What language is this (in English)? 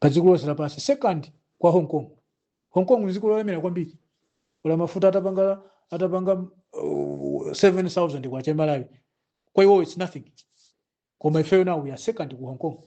Nyanja